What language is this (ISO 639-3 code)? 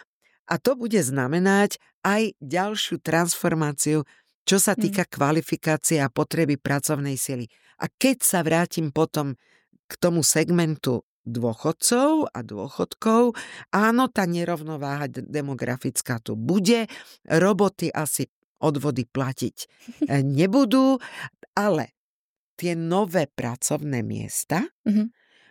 slk